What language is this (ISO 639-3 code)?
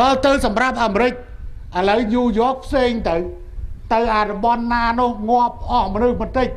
khm